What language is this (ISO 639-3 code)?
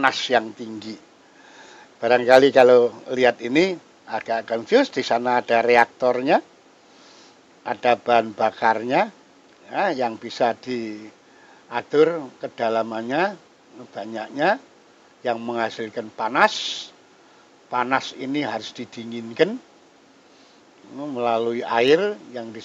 ind